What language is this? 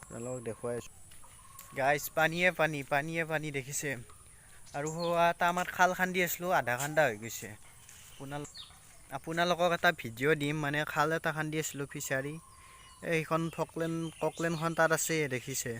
Assamese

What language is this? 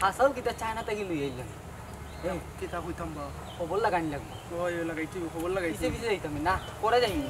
Sylheti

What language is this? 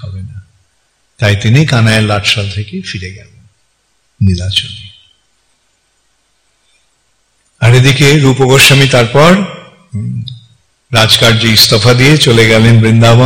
Bangla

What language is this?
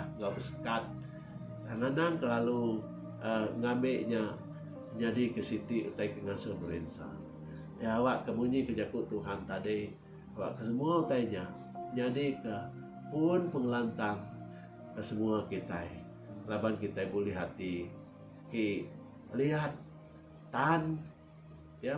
Iban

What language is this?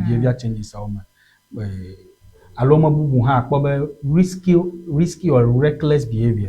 Ewe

